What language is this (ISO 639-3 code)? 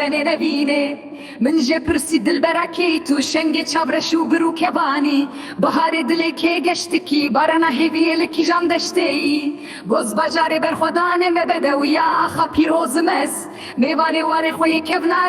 kur